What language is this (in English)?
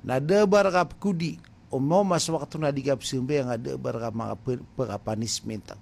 Maranao